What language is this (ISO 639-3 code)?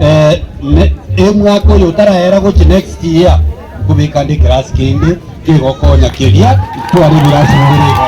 guz